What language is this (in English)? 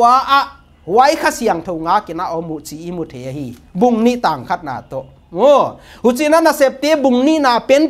Paite Chin